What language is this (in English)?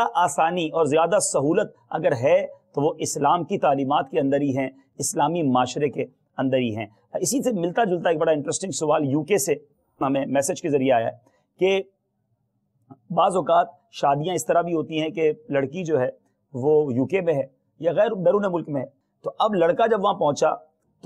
Urdu